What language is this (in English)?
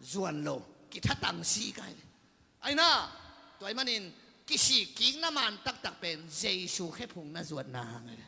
Tedim Chin